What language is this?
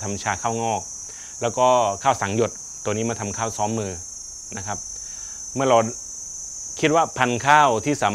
Thai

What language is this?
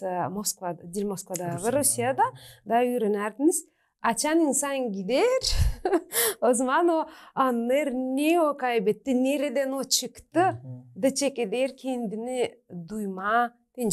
Gagauz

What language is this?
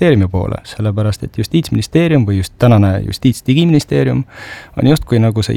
Estonian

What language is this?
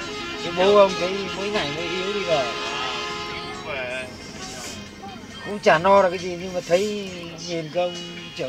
Vietnamese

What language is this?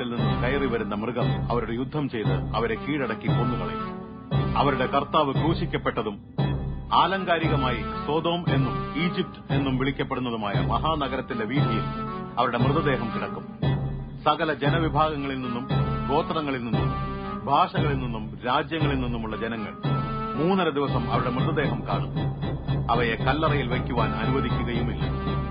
Malayalam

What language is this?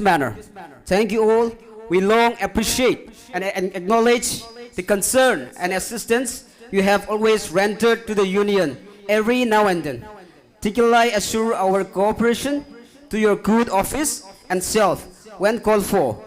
Tangkhul Naga (India)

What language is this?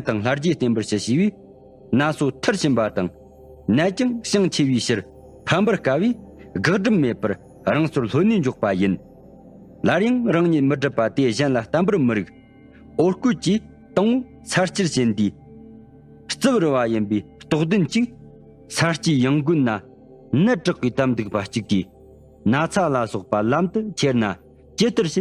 Tibetan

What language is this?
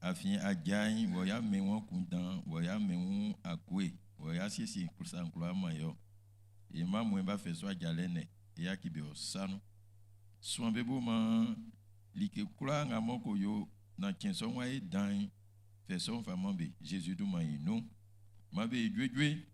Baoulé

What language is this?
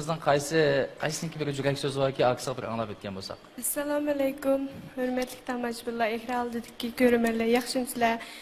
Uyghur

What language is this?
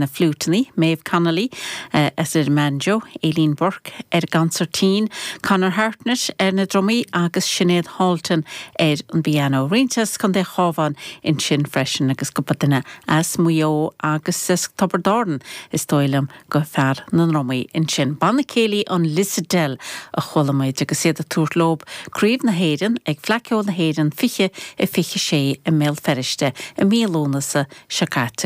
Irish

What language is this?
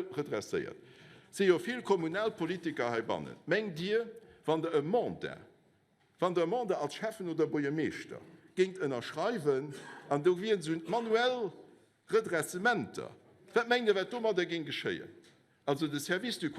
Luxembourgish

